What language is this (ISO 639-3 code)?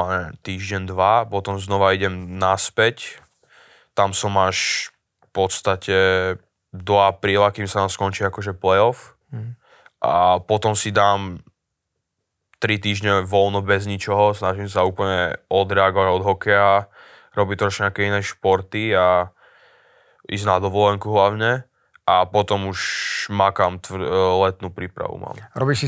slk